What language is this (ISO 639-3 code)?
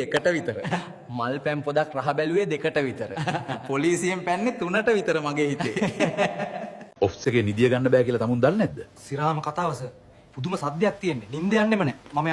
sin